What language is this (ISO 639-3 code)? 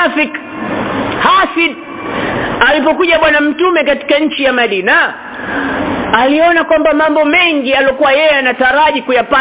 swa